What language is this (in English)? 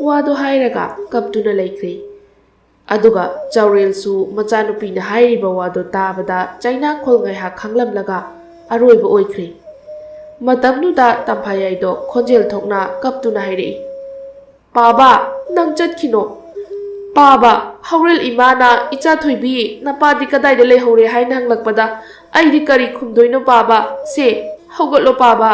Manipuri